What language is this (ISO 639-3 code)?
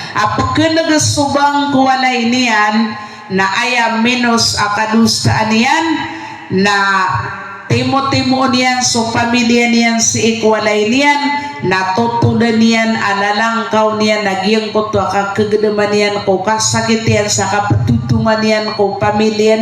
mrw